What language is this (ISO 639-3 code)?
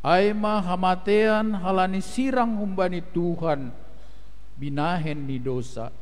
bts